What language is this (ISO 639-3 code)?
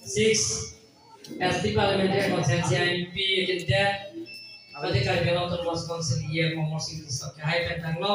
mjw